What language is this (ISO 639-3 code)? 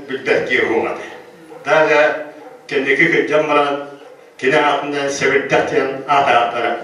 sah